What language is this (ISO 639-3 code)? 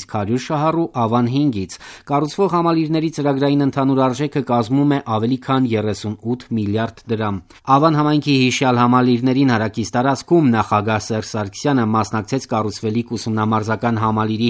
hye